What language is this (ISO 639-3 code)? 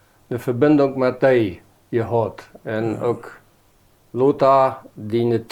pdt